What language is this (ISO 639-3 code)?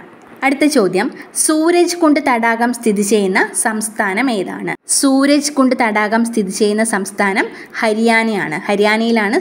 mal